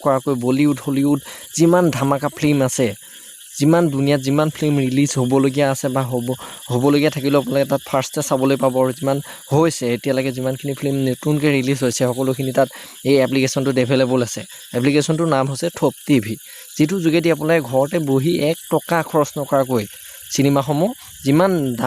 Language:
Assamese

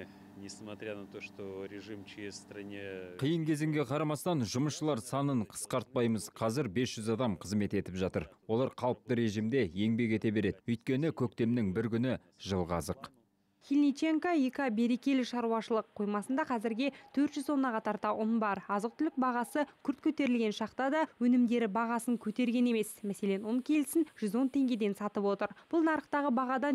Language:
Kazakh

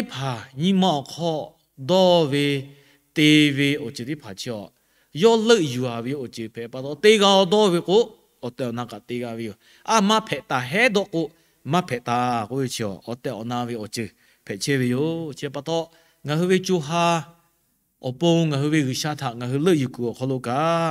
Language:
Lahu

